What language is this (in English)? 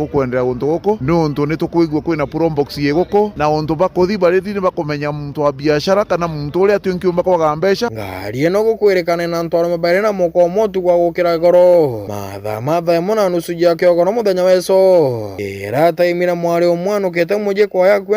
Meru